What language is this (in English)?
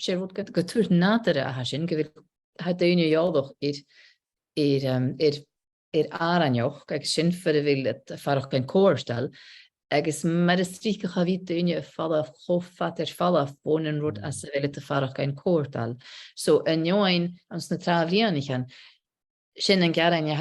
Scottish Gaelic